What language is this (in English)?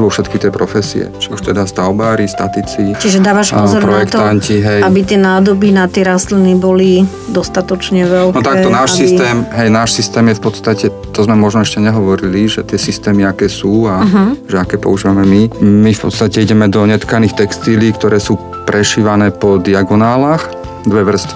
Slovak